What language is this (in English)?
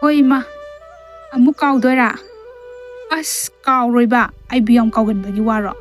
Manipuri